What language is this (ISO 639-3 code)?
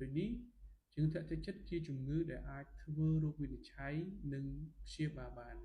khm